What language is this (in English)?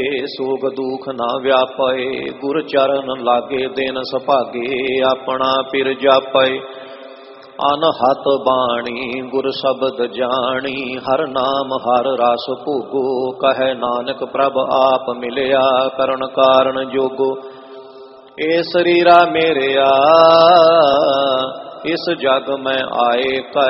Punjabi